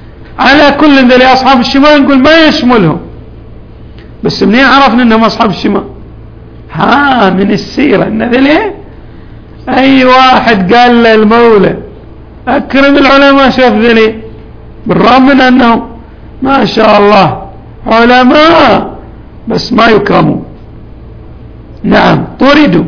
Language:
Arabic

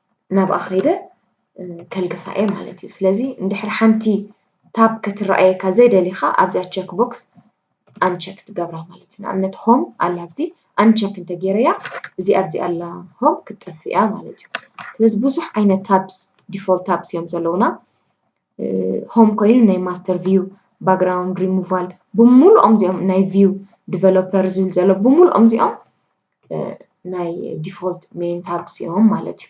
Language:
Tigrinya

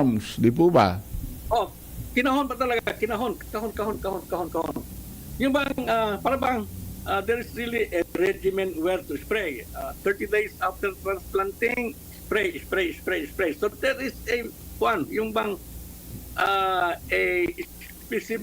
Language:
Bikol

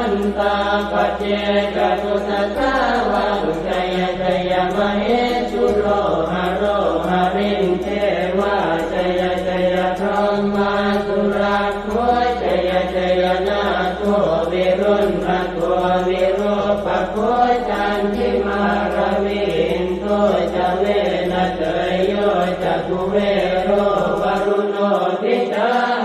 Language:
Pali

